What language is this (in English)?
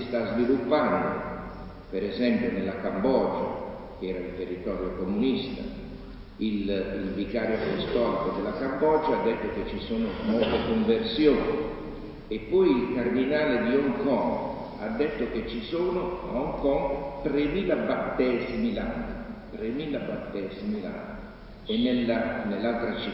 Italian